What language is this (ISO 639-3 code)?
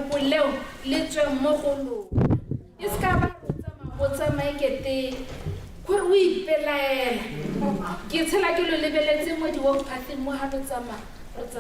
tsn